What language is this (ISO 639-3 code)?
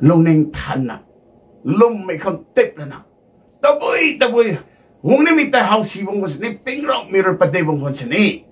nbu